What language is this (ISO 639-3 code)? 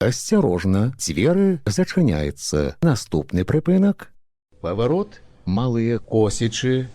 bel